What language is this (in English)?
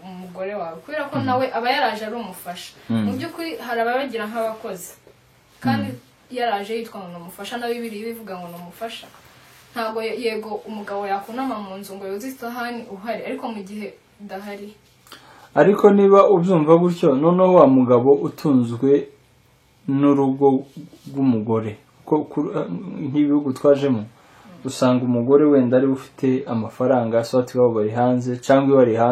Kinyarwanda